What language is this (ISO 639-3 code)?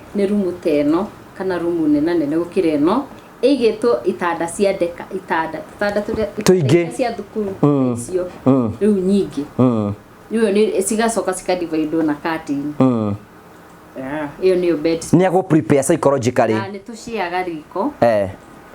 kik